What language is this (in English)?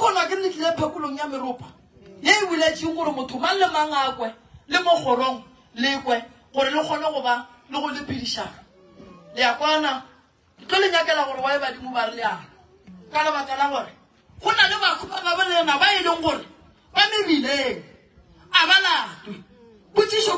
Northern Sotho